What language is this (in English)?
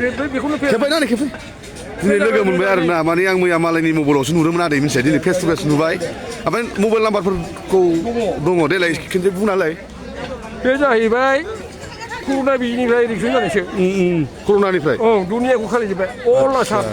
Bodo